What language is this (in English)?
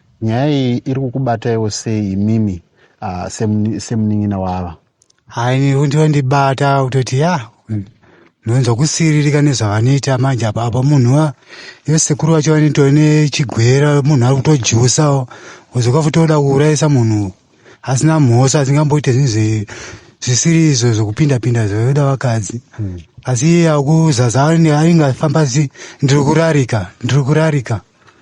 Shona